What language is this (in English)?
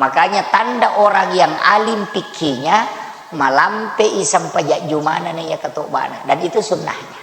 Buginese